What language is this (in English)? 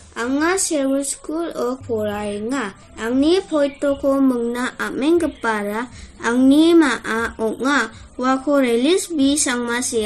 Garo